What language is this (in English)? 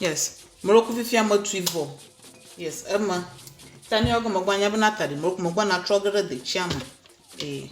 Ewe